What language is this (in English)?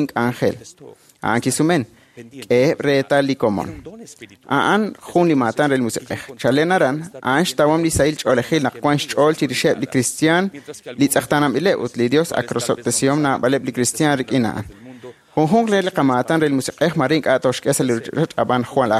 Kekchí